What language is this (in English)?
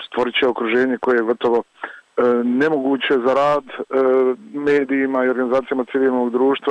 Bosnian